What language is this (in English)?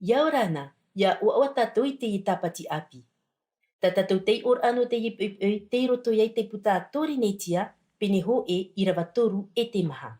Tahitian